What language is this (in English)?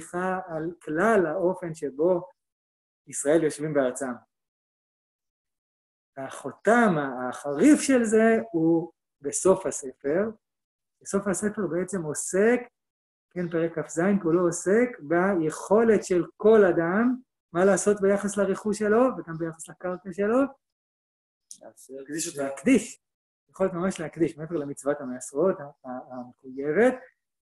Hebrew